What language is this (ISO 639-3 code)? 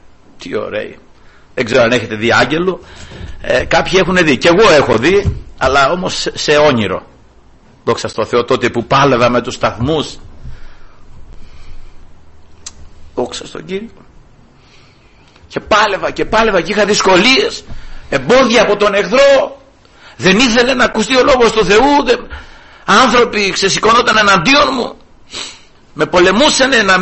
ell